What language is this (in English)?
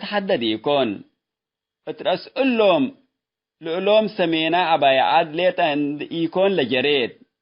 Tigre